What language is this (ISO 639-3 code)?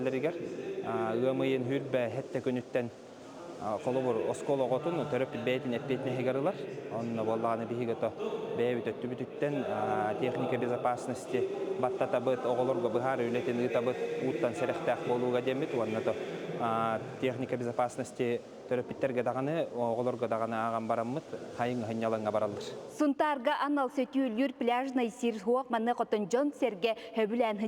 sah